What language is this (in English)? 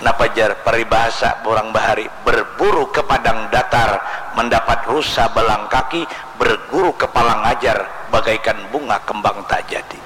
Banjar